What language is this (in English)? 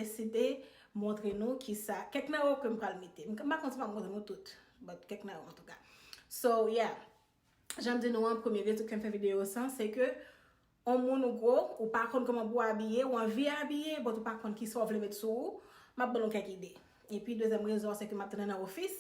Haitian Creole